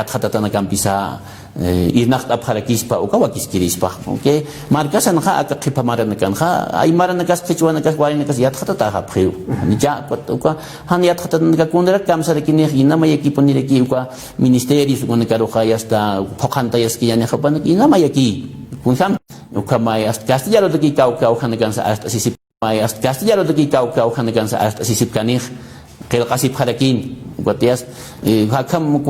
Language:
Aymara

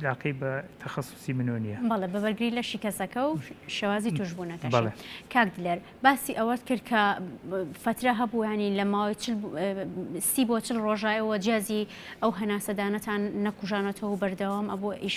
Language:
Central Kurdish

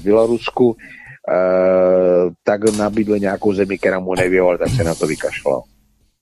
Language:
Czech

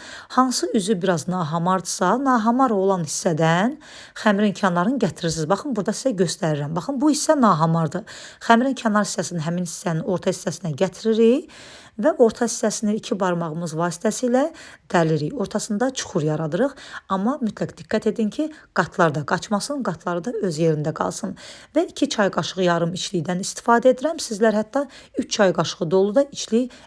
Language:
Azerbaijani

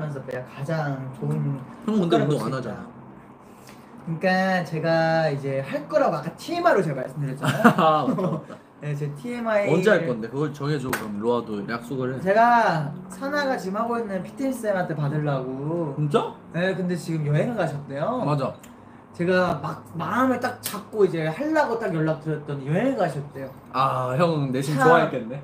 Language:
Korean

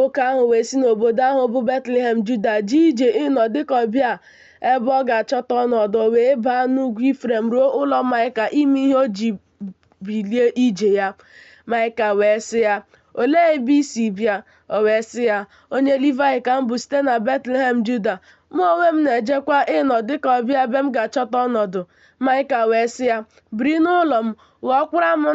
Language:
Igbo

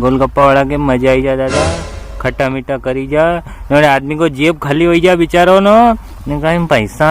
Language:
Rajasthani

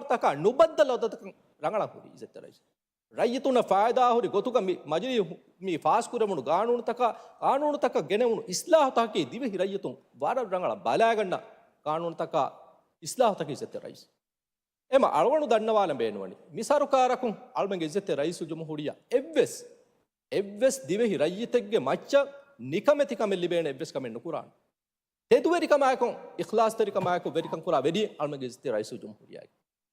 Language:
Divehi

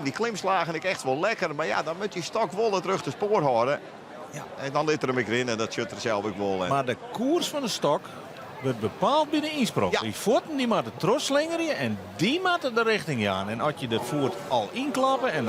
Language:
Western Frisian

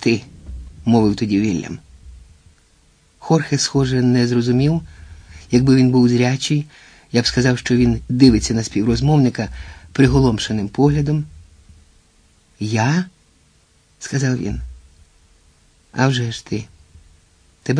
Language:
Ukrainian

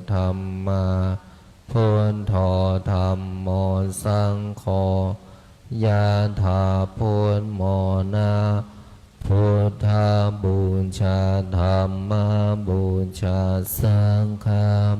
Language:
Pali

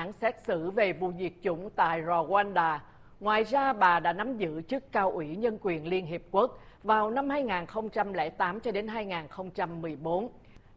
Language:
Vietnamese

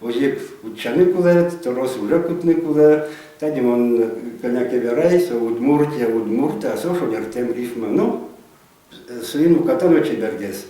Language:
Udmurt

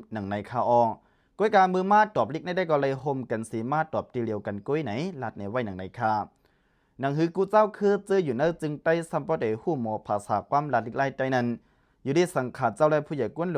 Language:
Lao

